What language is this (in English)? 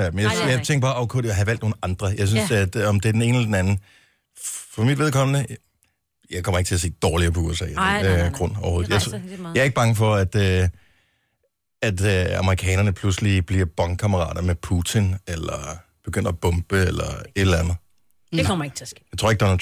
Danish